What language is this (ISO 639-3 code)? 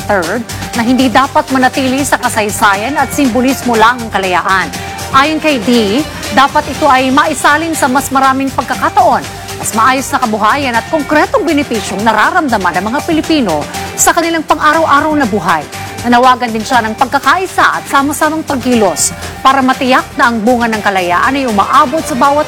fil